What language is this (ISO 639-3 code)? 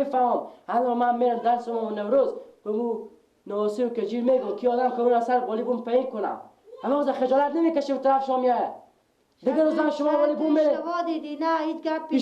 fas